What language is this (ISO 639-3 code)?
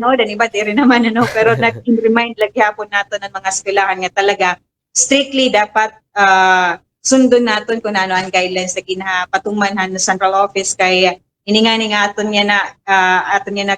war